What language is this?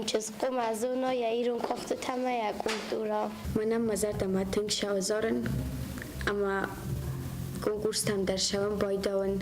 Ossetic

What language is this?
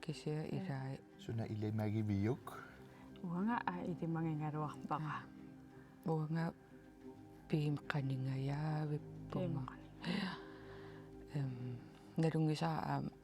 Kalaallisut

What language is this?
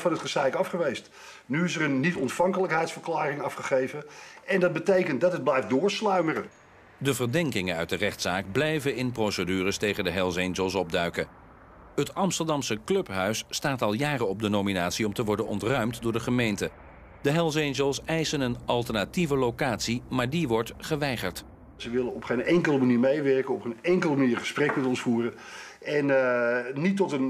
Dutch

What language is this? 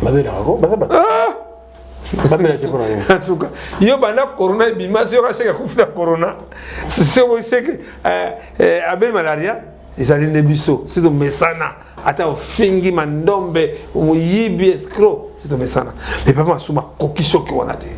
Lingala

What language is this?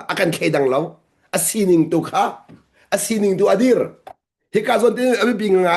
Hakha Chin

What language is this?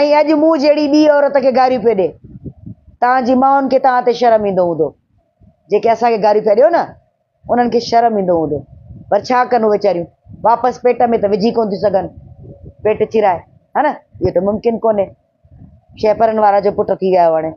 Sindhi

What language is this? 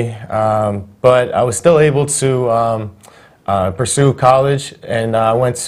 English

